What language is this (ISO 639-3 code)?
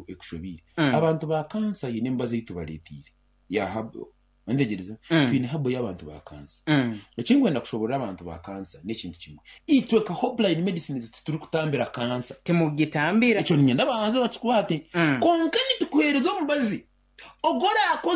nyn